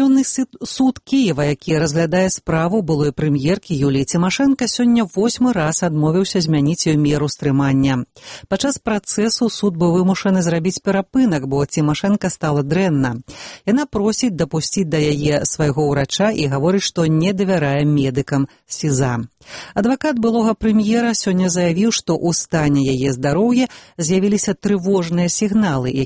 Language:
Belarusian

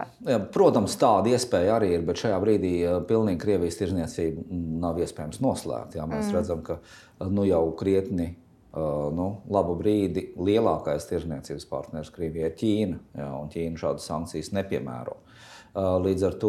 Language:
Latvian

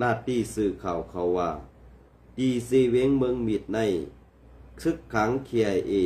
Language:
Shan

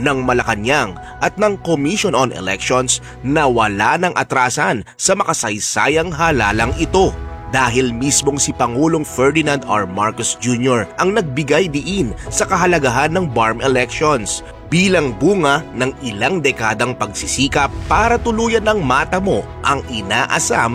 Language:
Filipino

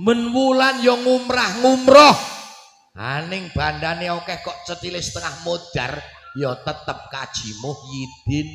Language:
Javanese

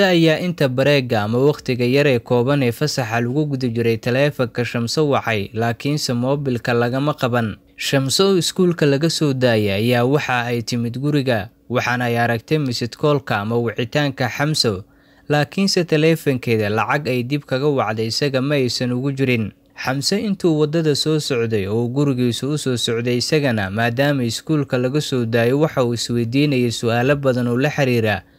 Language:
Somali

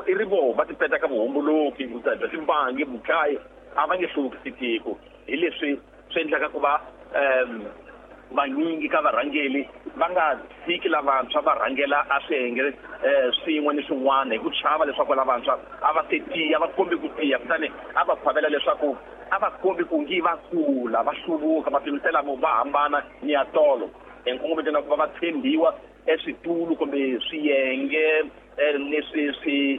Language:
Tsonga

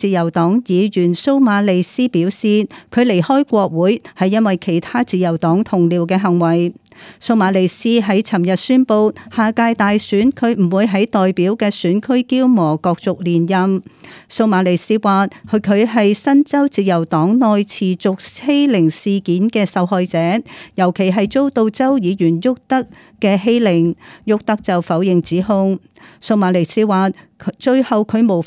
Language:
Cantonese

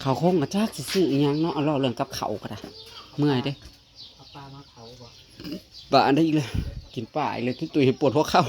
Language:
Northeastern Thai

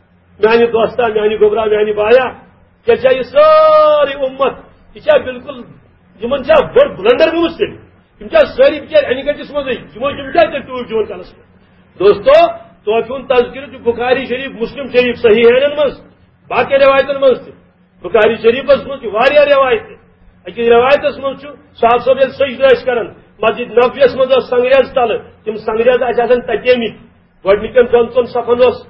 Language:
Kashmiri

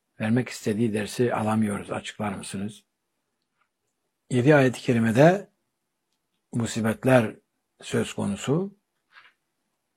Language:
Turkish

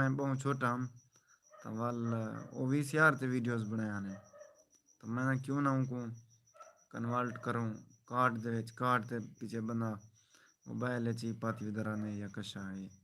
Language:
Saraiki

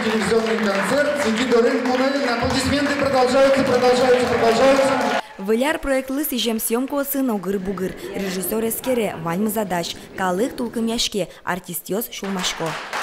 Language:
Udmurt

